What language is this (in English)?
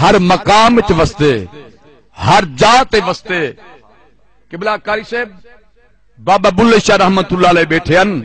Saraiki